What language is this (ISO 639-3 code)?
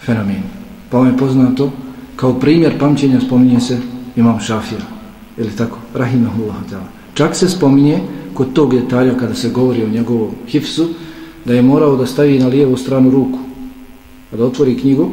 bos